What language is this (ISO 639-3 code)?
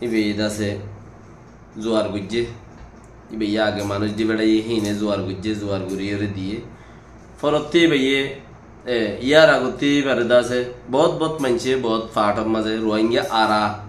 rhg